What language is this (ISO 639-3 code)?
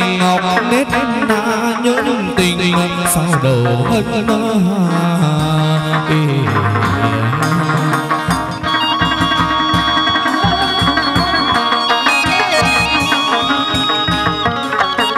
vie